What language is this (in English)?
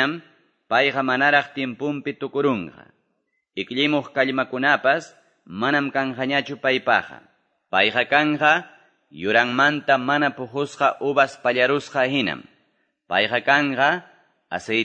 Quechua